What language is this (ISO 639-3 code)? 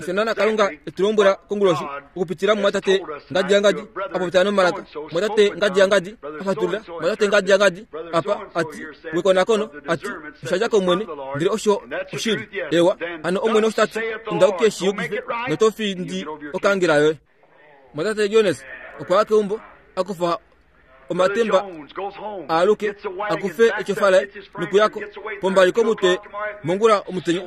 kua